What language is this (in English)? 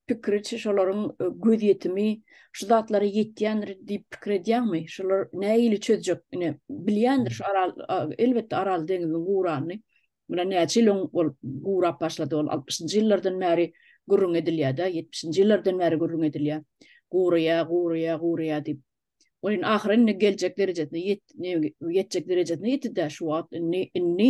Turkmen